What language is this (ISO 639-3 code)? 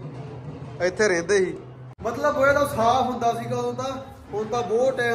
pan